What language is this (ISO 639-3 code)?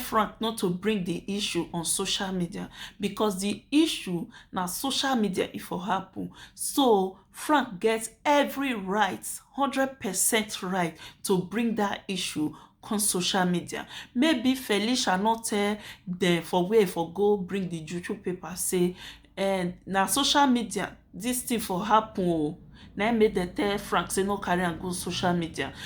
pcm